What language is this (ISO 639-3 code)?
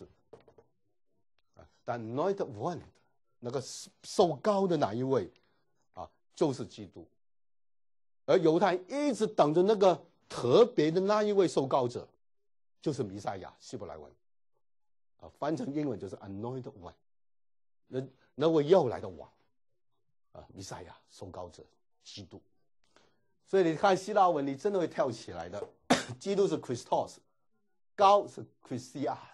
zho